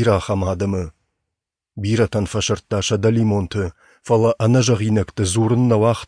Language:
Ossetic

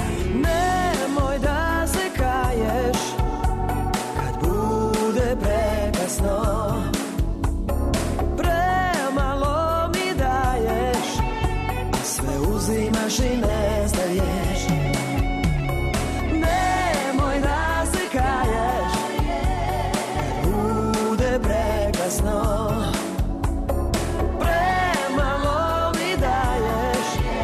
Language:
Serbian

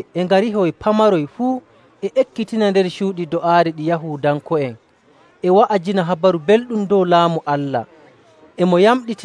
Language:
Nigerian Fulfulde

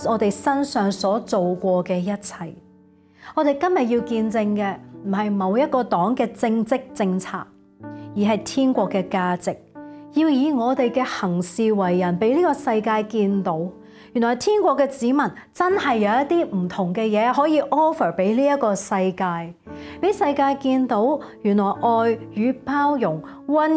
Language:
Cantonese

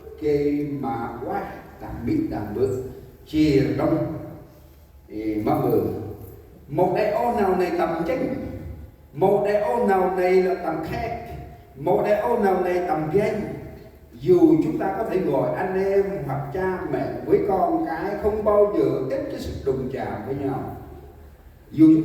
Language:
Central Mnong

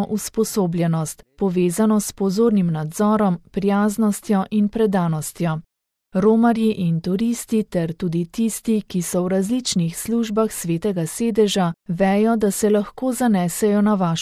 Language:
Slovenian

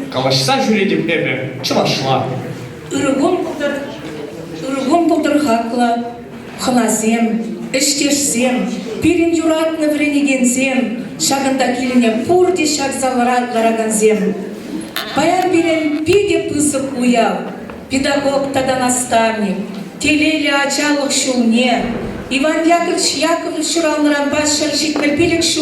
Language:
Chuvash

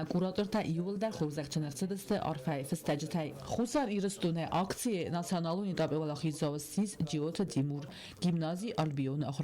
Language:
Ossetic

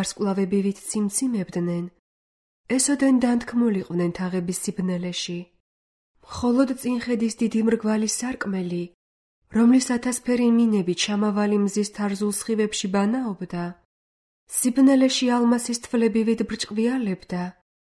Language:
Georgian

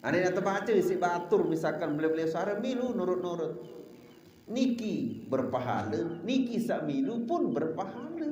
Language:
Sasak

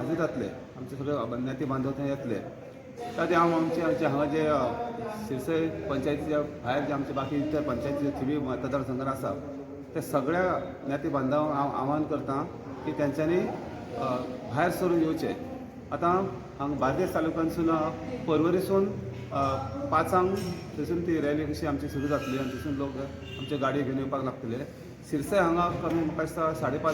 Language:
Konkani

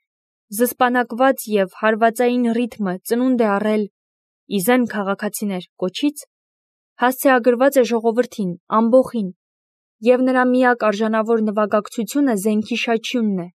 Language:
Armenian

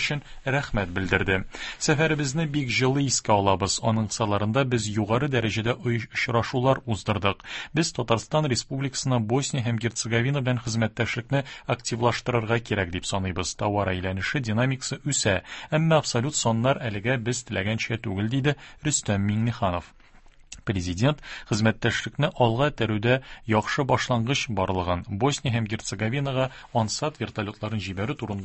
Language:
Tatar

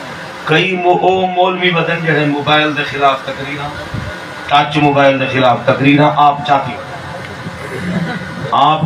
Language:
Saraiki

